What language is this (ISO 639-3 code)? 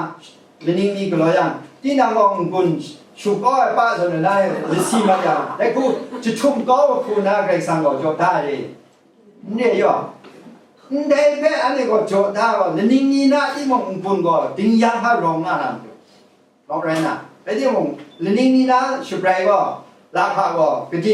kac